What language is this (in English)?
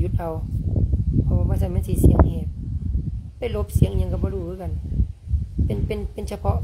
Lao